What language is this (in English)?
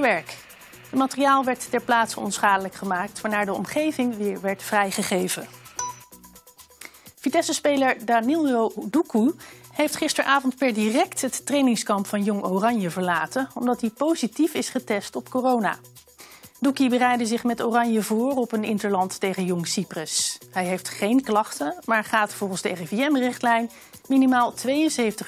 Dutch